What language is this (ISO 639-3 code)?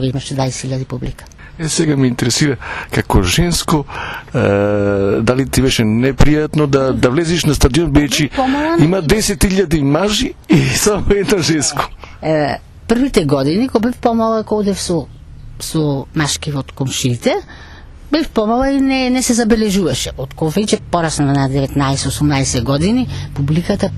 mkd